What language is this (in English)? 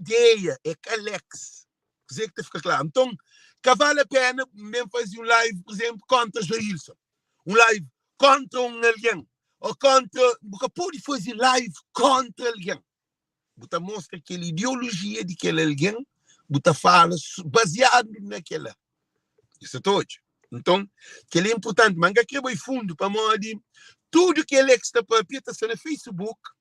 Kabuverdianu